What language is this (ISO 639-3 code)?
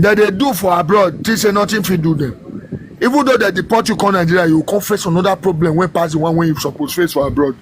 pcm